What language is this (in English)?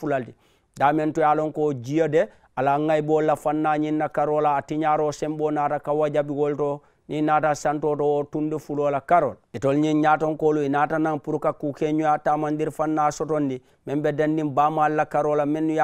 Mandingo